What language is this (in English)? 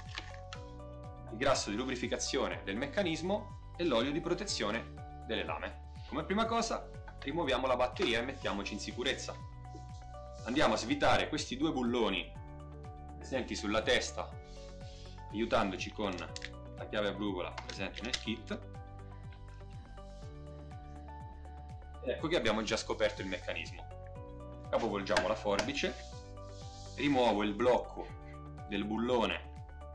Italian